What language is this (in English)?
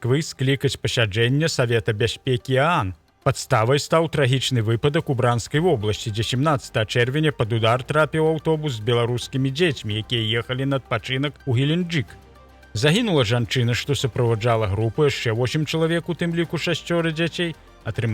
Belarusian